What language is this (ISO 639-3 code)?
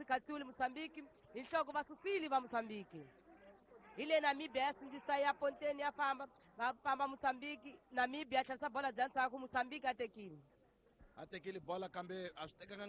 tso